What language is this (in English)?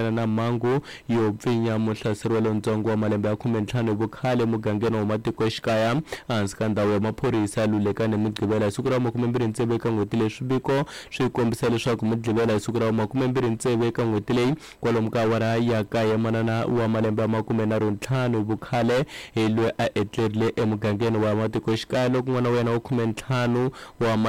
Tsonga